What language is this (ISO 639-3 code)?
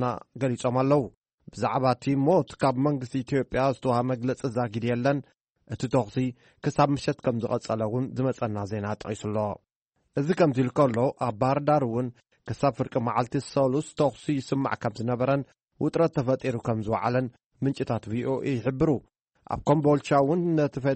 tir